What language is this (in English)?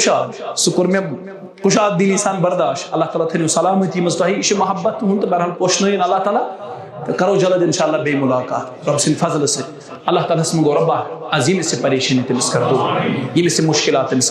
Kashmiri